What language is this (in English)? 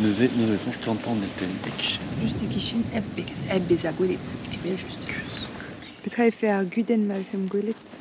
Breton